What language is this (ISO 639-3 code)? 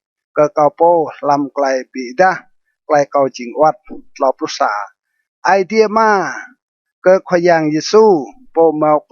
rad